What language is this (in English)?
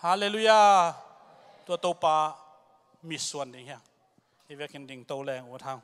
Tedim Chin